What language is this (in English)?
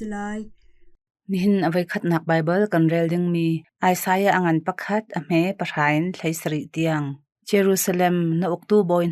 Hakha Chin